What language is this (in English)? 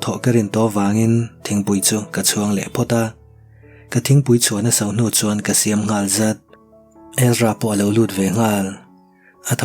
Mizo